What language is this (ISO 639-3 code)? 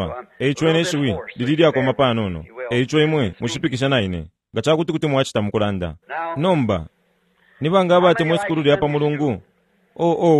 bem